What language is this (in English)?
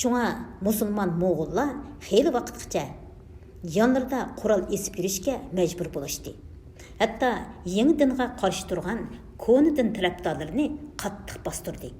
Uyghur